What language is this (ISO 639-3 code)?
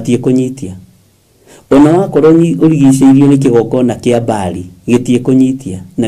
kik